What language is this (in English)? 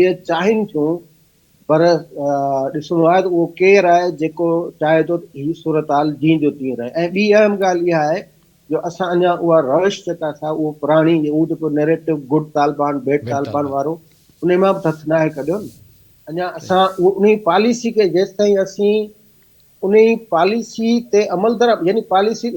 Sindhi